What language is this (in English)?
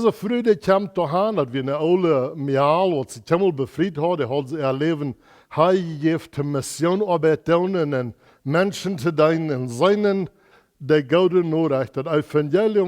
Plautdietsch